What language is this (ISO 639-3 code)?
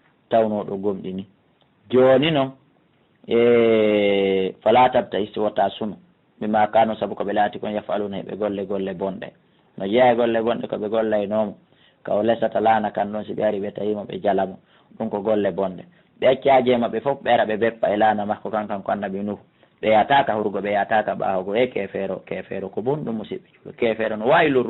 ful